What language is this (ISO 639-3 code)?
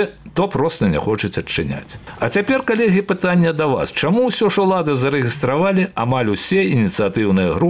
bel